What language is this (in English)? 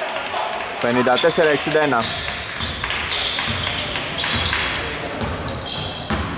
Greek